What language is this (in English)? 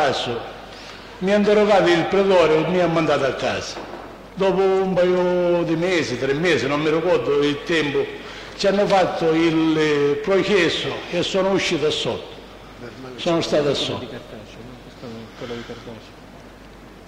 Italian